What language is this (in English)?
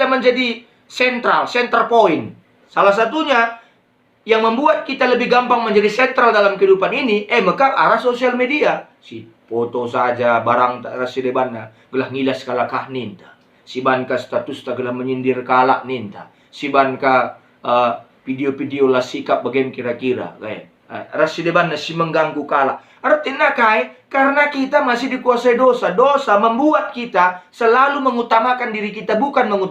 Batak Karo